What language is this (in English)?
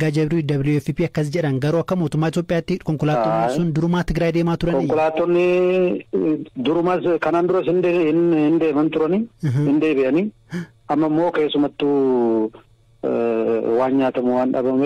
Oromo